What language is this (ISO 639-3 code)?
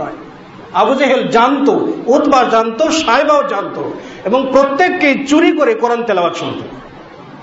ben